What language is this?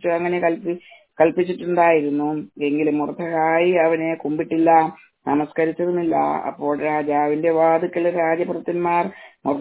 Malayalam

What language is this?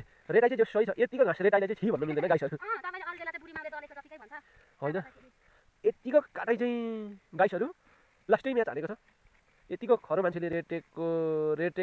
Nepali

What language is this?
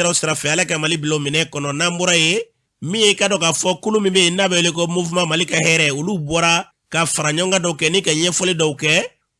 Bambara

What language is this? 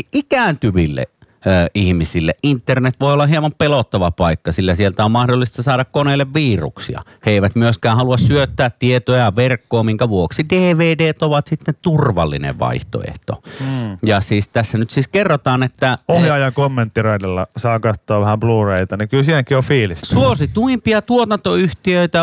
Finnish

